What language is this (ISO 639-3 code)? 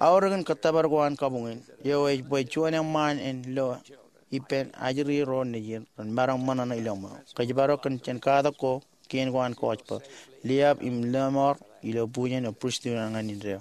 mah